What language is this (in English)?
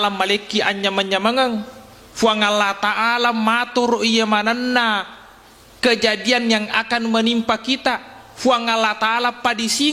Buginese